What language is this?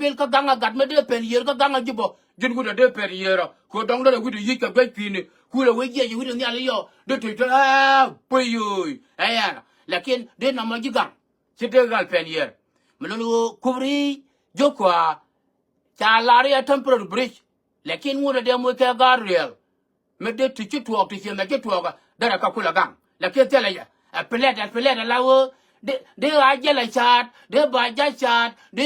Nuer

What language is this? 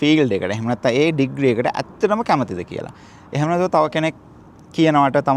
Sinhala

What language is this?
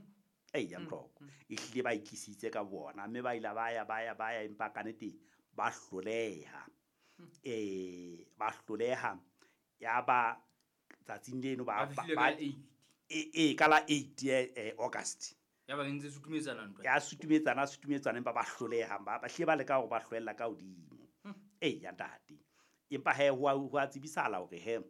Southern Sotho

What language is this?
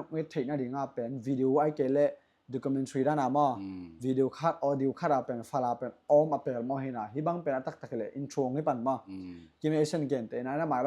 Tedim Chin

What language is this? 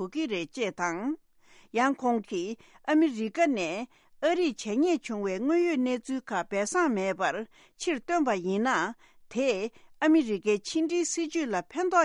Tibetan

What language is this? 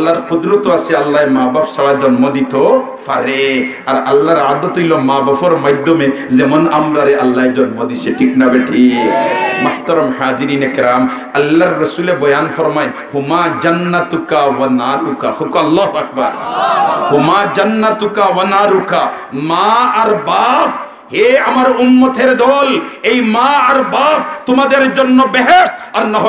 Sylheti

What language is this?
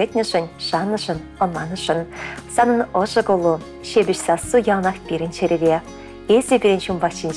Chuvash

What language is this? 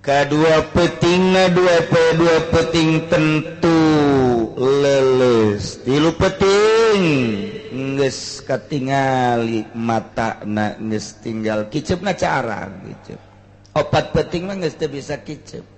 Sundanese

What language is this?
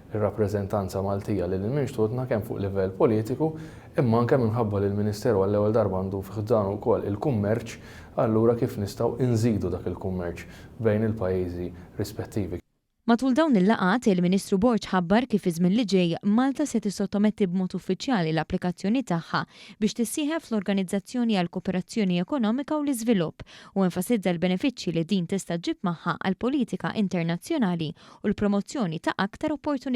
Maltese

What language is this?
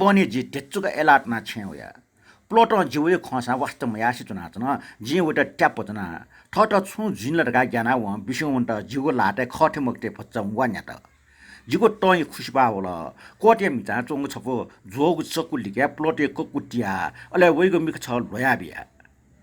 Newari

